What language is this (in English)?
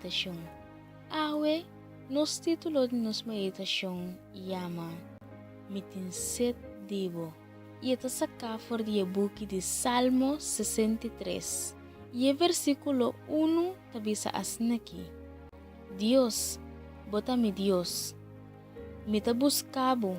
Papiamento